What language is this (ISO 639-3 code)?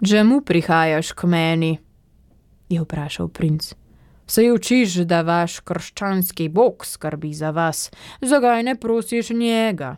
slv